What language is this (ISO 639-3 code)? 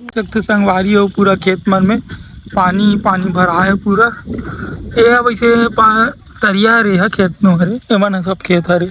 hne